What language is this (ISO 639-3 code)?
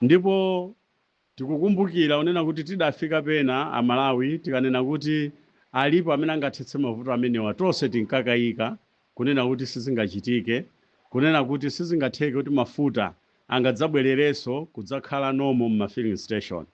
nya